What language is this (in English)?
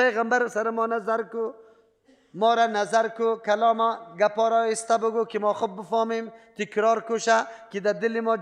Persian